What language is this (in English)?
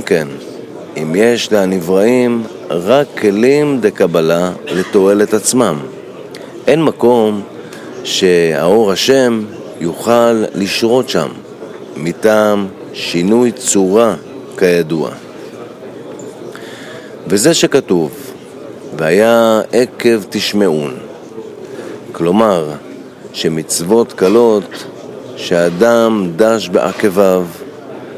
Hebrew